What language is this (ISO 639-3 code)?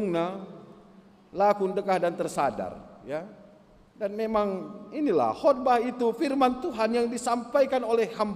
btx